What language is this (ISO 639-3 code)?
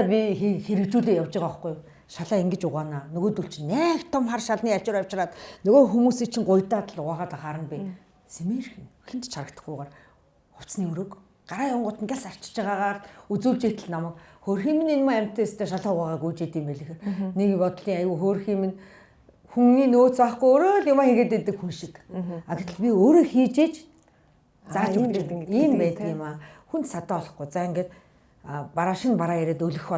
mon